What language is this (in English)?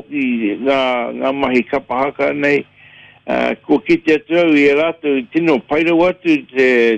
Māori